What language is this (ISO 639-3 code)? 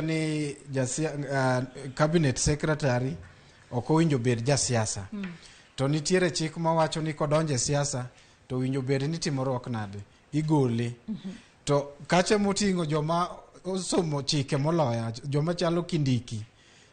luo